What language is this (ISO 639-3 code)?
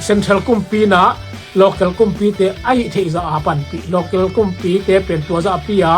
ctd